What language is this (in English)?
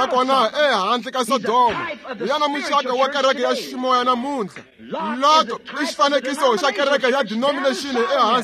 Tsonga